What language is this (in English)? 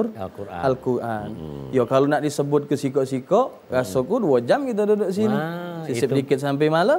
Musi